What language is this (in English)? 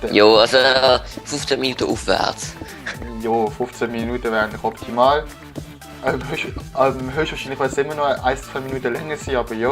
Swiss German